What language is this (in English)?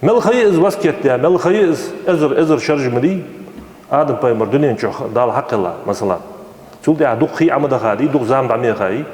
Ingush